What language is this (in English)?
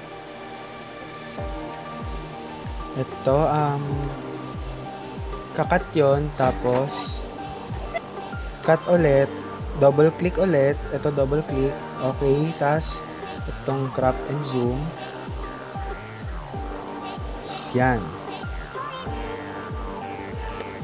Filipino